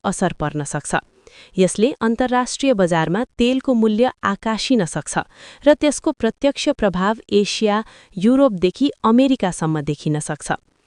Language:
Nepali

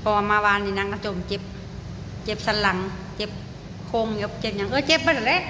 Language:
Lao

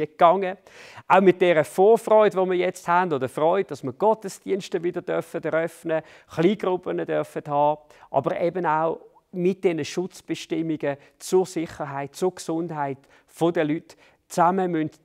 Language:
Swiss German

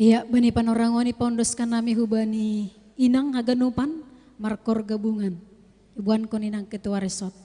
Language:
Batak Simalungun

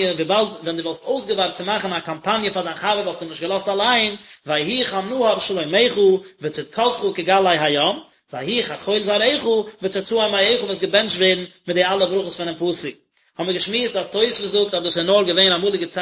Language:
Yiddish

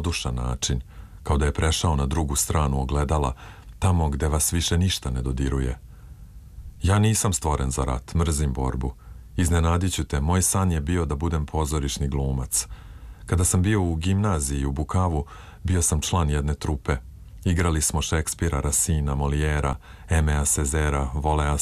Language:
Serbian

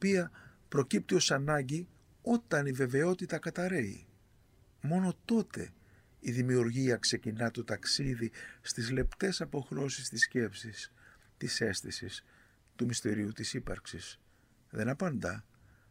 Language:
Greek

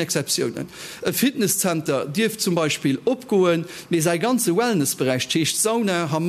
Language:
Luxembourgish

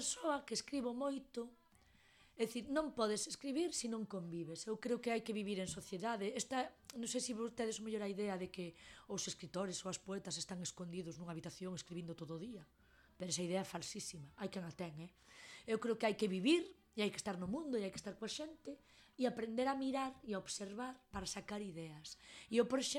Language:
Galician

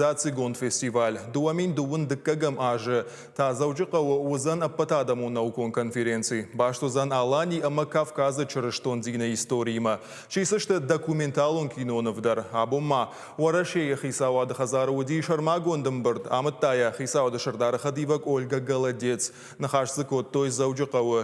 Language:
Ossetic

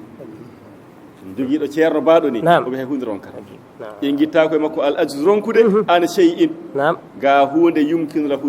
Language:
Fula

